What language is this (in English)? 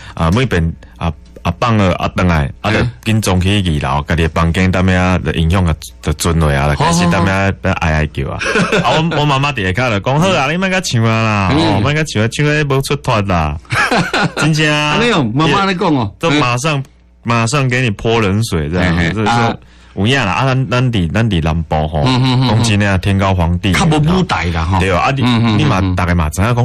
Min Nan Chinese